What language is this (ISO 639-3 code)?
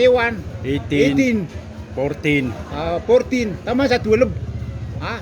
mrw